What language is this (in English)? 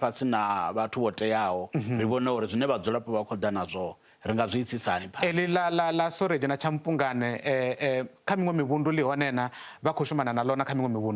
Venda